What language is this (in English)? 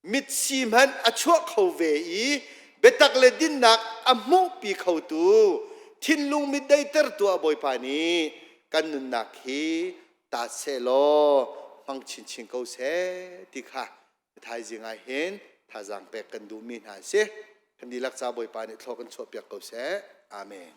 Hakha Chin